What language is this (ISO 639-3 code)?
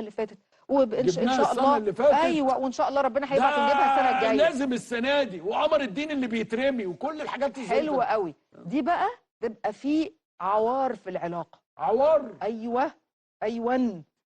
arz